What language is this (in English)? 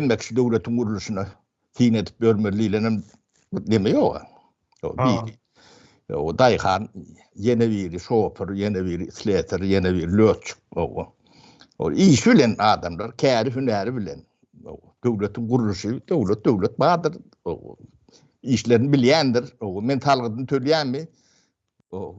Turkmen